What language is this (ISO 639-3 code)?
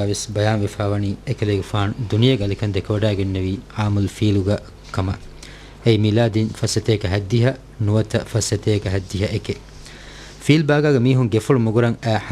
div